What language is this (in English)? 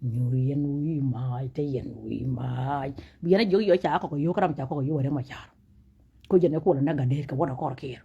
Nuer